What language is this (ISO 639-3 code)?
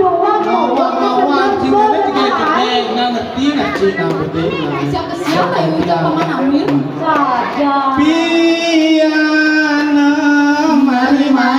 ban